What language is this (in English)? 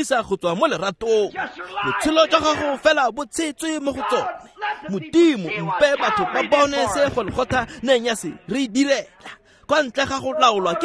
Tswana